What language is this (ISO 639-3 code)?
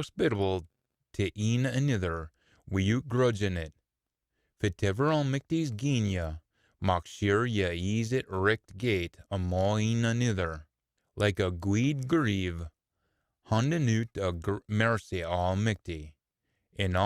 sco